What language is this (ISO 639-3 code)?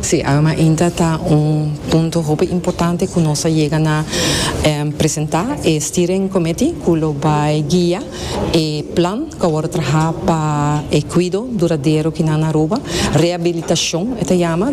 pap